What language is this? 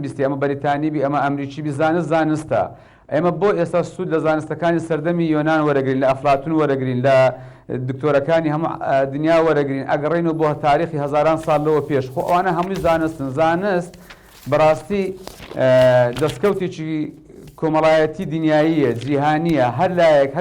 Central Kurdish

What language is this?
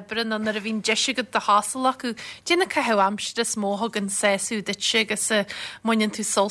Irish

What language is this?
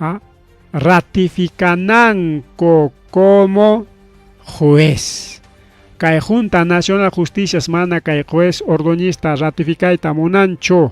Ayacucho Quechua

